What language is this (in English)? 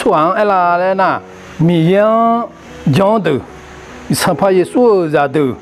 Akha